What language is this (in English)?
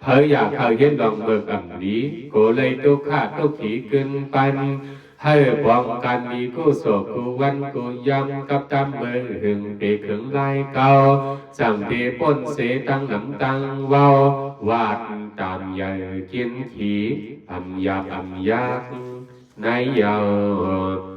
Shan